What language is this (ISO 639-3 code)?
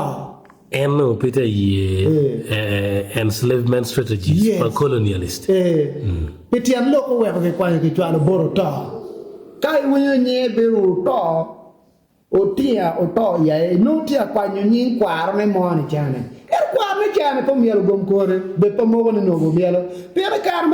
ach